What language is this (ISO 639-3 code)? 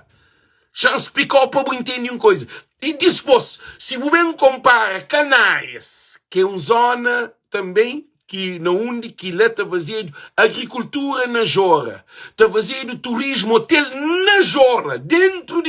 kea